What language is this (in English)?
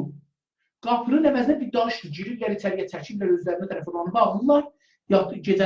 South Azerbaijani